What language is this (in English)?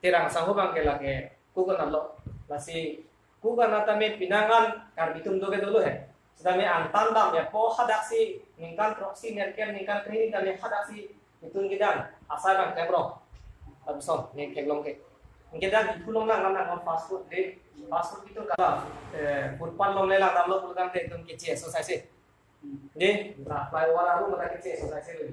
Karbi